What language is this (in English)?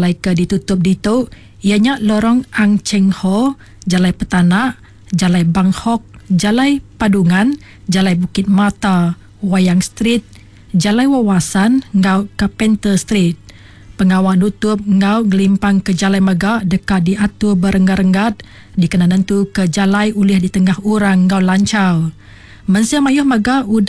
Iban